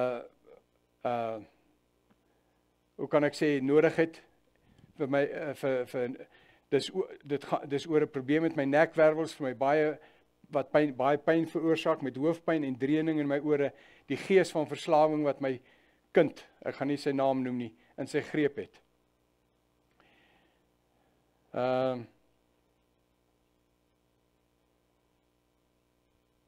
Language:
Afrikaans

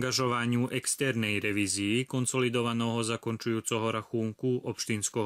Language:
Rusyn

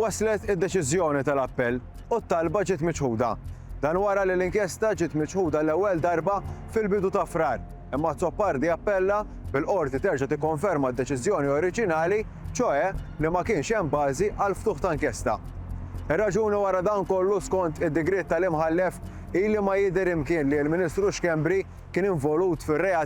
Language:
Maltese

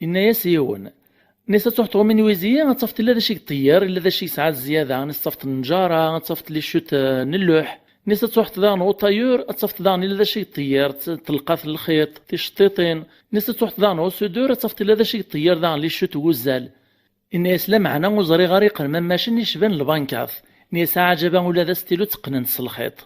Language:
Kabyle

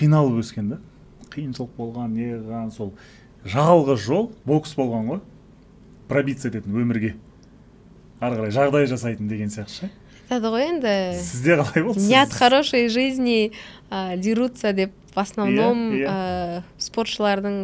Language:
Kazakh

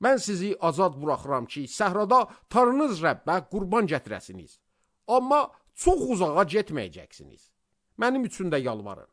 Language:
Azerbaijani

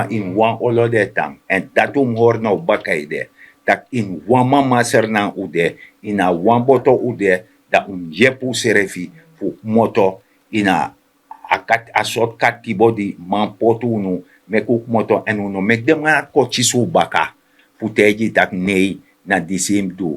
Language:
Sranan Tongo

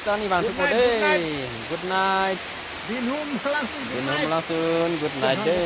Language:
Karbi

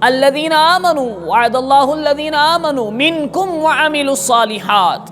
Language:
Kashmiri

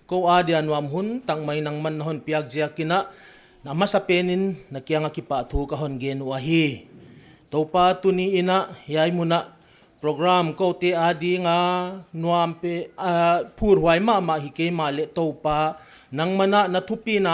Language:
Paite Chin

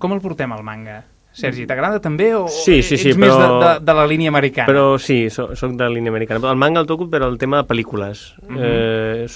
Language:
Catalan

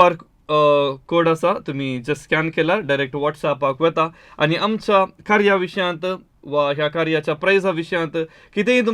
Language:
Konkani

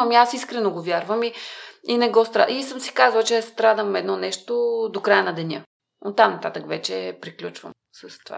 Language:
Bulgarian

